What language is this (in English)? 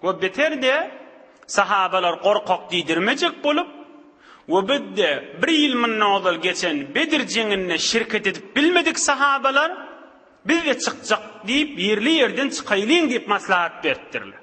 Turkmen